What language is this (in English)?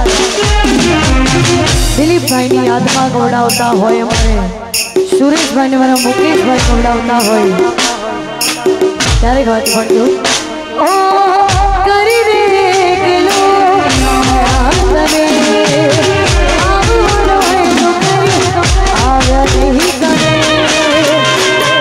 Gujarati